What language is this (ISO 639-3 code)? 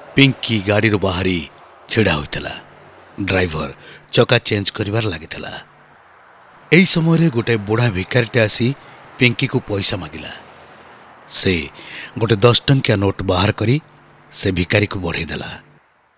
ori